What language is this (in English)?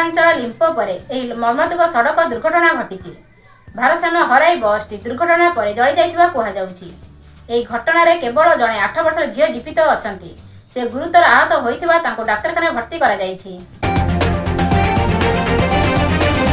Odia